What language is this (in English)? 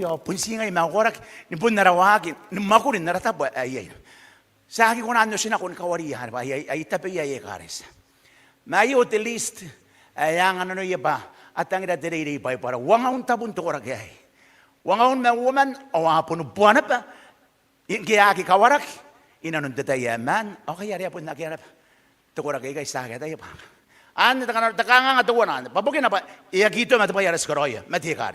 Gilbertese